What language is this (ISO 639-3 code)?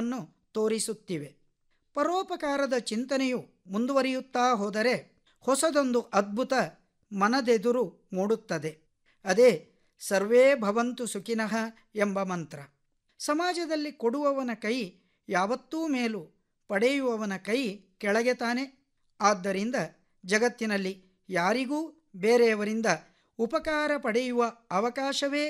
kan